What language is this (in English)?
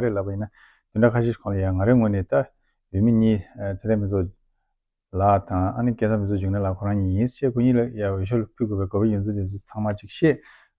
Tibetan